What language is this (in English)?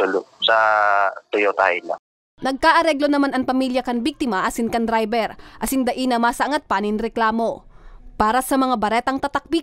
Bikol